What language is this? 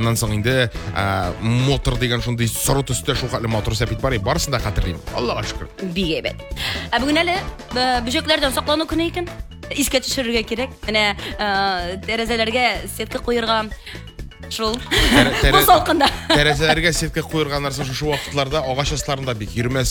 Tatar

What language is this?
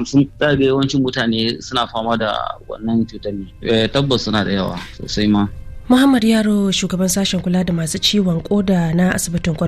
Hausa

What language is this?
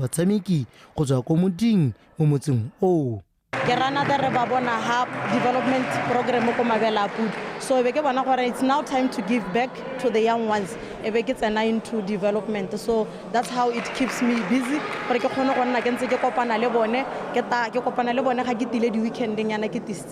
Tswana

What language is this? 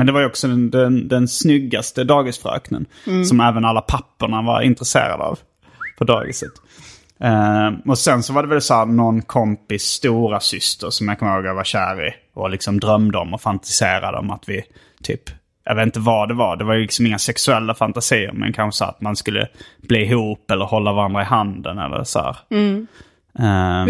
Swedish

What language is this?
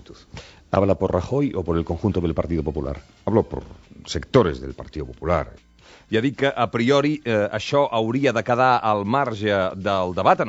Catalan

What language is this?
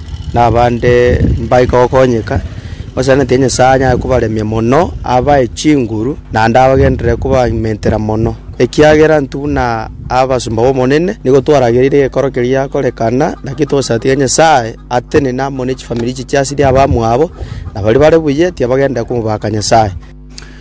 Gusii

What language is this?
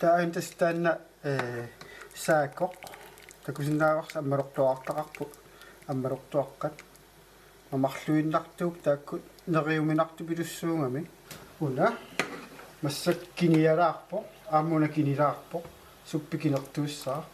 Kalaallisut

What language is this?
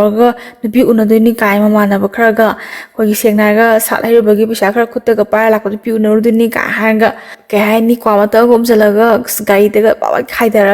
Manipuri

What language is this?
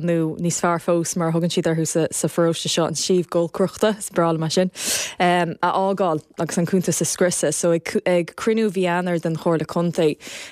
Irish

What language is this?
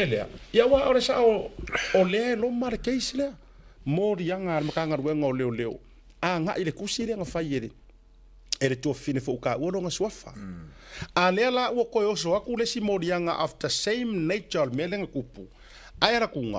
Samoan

